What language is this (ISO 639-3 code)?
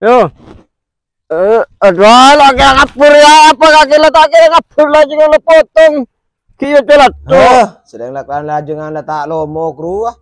mad